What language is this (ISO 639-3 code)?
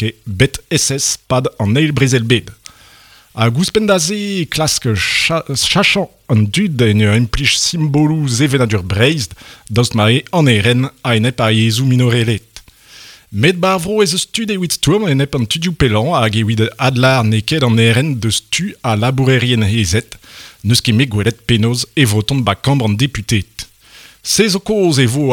bre